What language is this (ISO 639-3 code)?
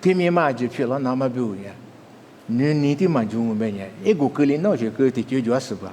lis